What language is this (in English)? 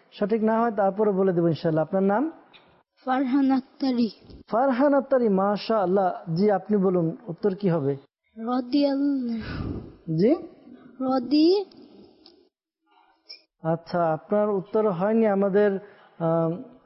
Bangla